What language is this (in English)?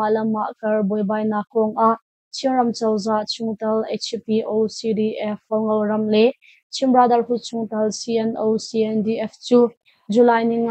Hakha Chin